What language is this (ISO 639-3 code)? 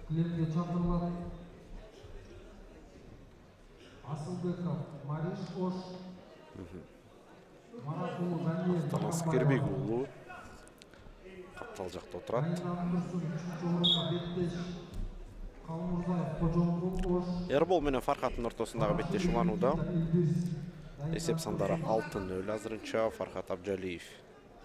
kir